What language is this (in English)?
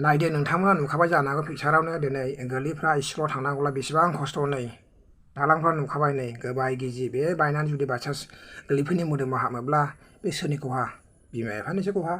Bodo